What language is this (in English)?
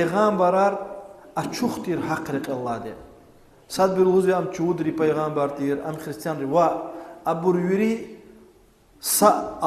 Lezghian